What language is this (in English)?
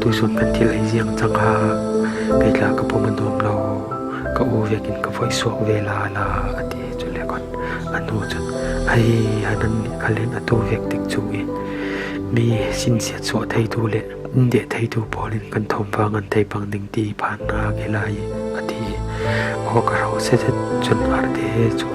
Falam Chin